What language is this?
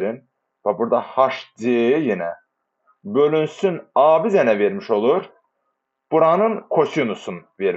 Azerbaijani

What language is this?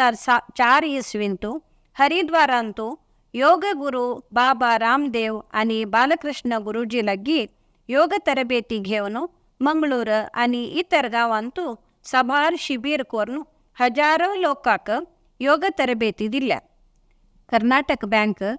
Konkani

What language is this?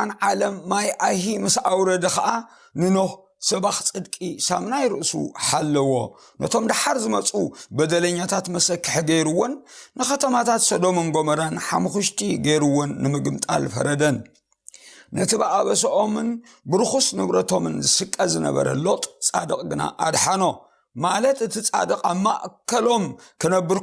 Tigrinya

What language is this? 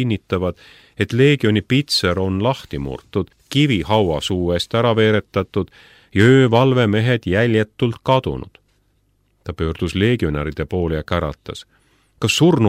Estonian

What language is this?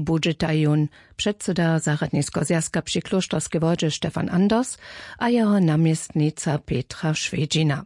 Upper Sorbian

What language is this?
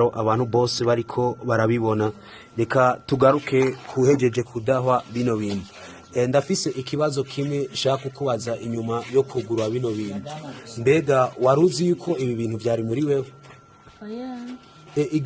Rundi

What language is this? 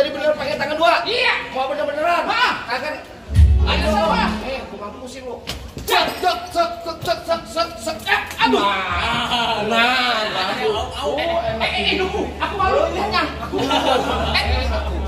Betawi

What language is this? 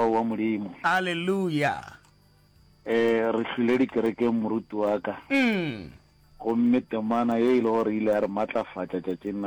Northern Sotho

